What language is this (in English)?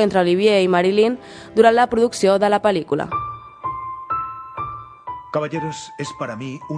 Catalan